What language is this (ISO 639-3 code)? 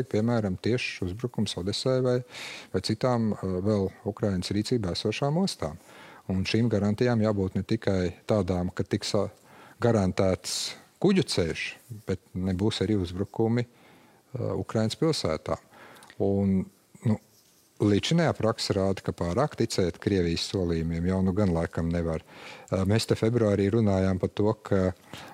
lav